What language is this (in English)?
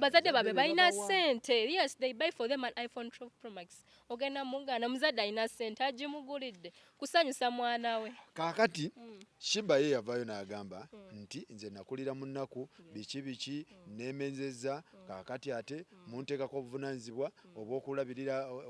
Ganda